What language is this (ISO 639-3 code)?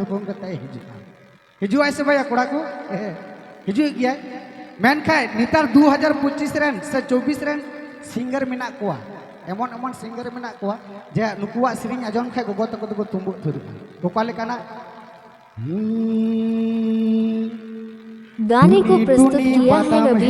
sat